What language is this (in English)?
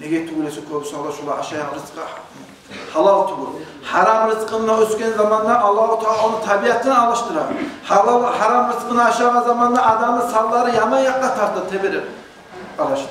Kumyk